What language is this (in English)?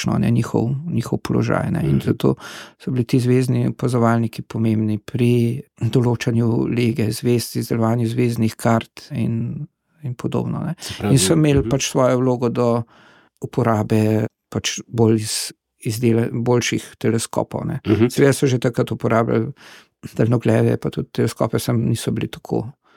Slovenian